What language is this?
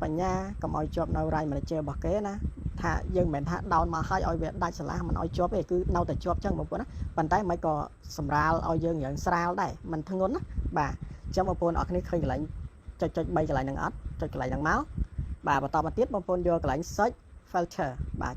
Khmer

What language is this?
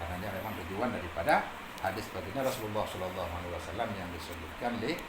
Achinese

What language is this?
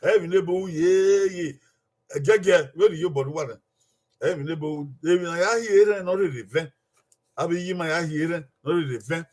Bini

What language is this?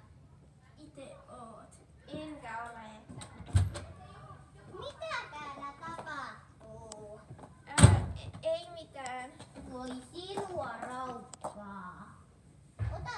Finnish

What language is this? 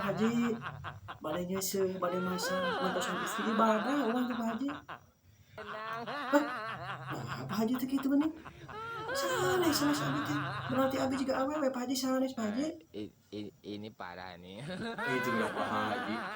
Sundanese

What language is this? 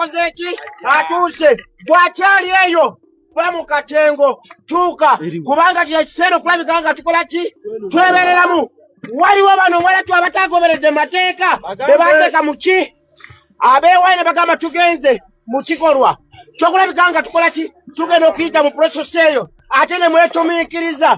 Ganda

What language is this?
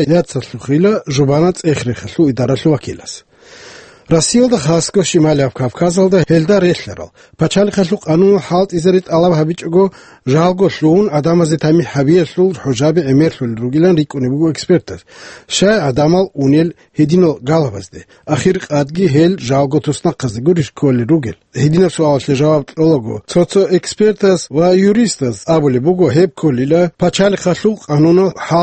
Avaric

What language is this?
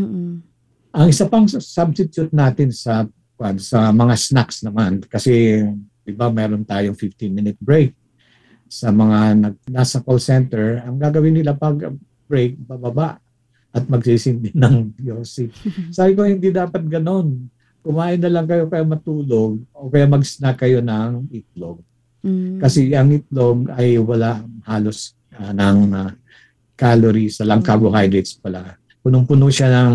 Filipino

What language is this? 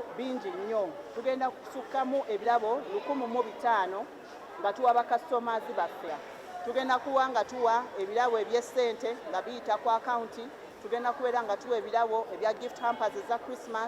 Ganda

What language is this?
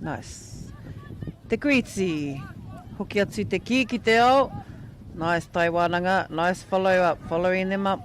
Māori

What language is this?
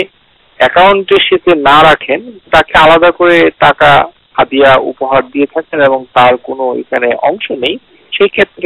Bangla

